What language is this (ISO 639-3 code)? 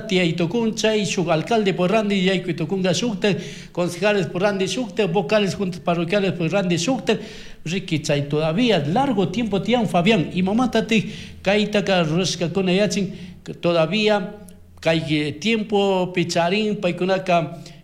qug